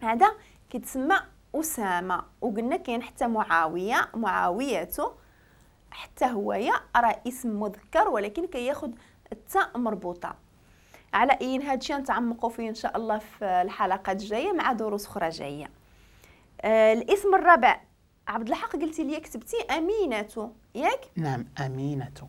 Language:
Moroccan Arabic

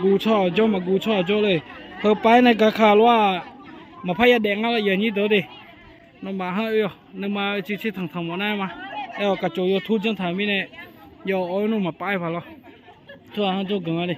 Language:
Akha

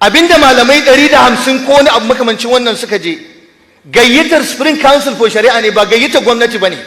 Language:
Hausa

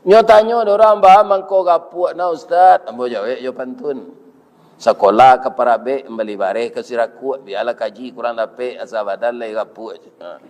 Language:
Minangkabau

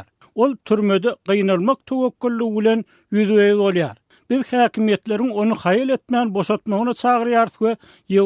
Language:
Turkmen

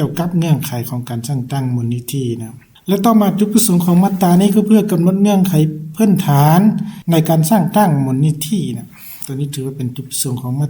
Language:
Lao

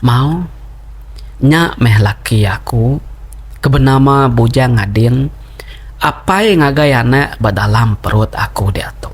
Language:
Iban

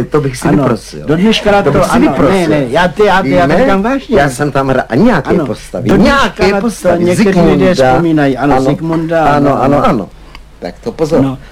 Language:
Czech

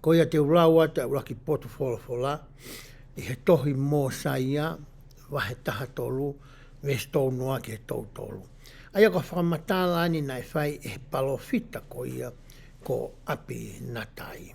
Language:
Tongan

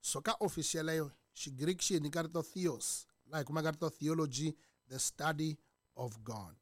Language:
Tsonga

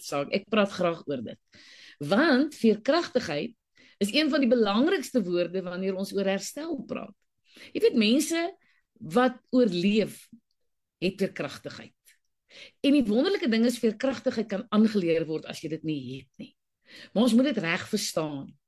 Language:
Afrikaans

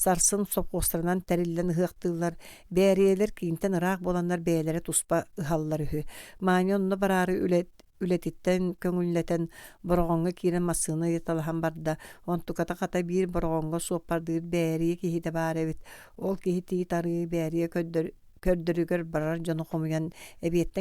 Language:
Yakut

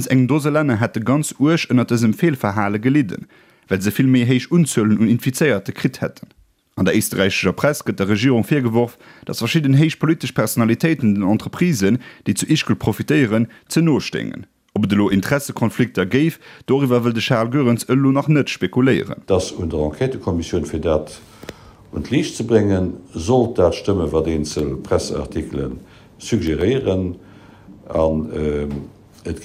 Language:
Luxembourgish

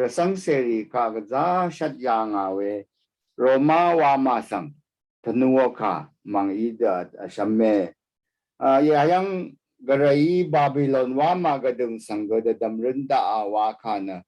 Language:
Rawang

